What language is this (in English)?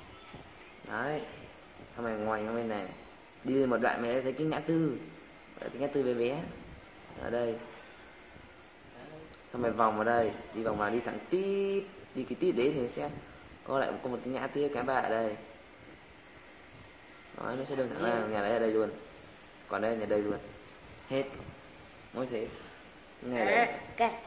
Vietnamese